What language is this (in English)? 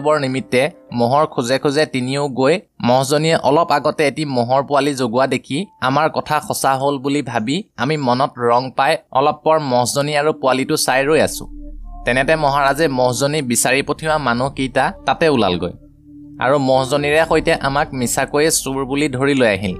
Assamese